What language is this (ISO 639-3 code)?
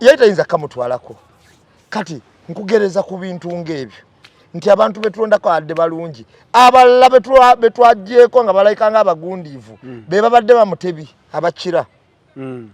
lug